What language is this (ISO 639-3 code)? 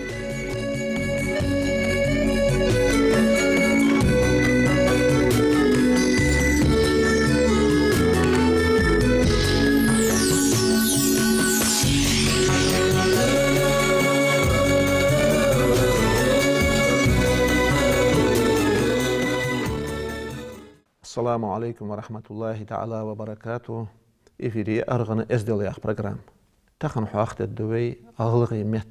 inh